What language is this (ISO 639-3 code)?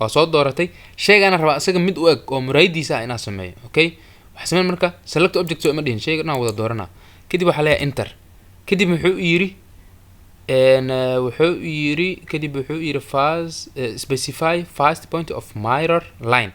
som